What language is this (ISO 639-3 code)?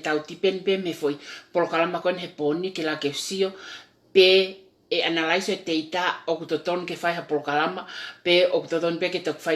ton